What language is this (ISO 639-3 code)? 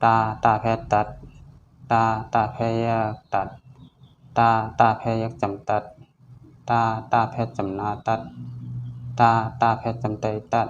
shn